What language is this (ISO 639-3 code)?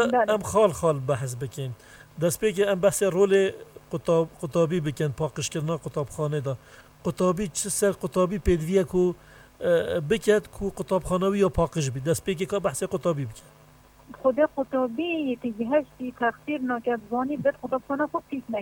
kur